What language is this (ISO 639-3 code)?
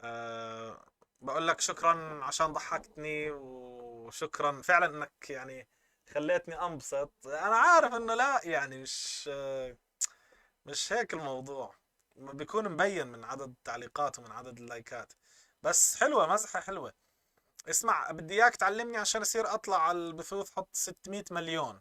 apc